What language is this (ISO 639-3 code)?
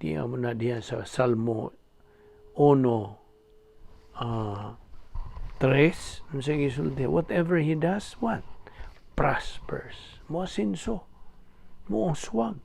ceb